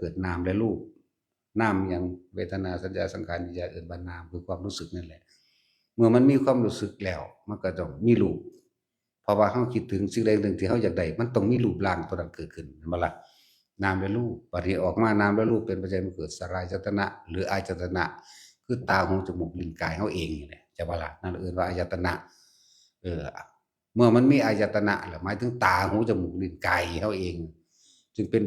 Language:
Northeastern Thai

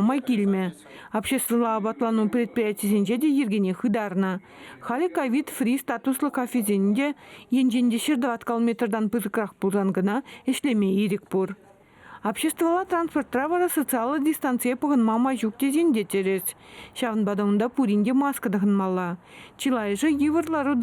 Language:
Chuvash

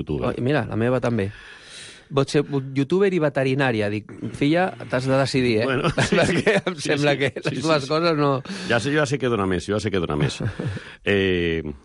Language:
Catalan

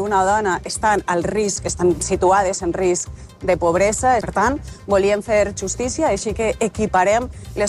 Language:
Catalan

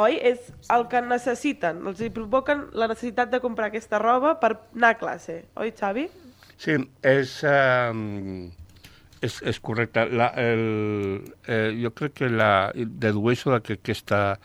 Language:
Catalan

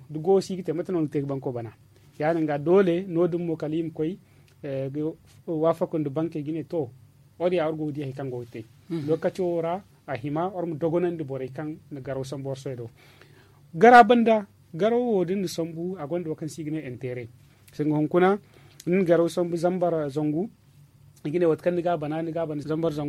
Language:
Zarma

